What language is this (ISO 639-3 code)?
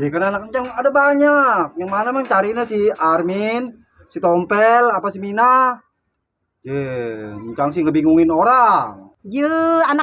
bew